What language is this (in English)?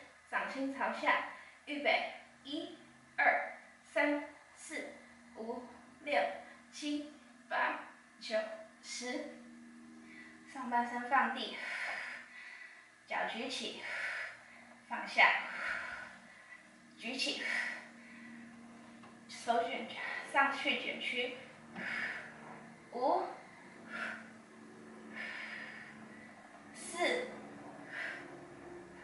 Chinese